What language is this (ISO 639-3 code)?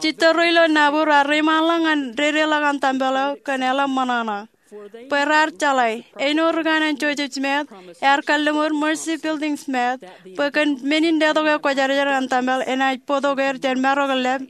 mah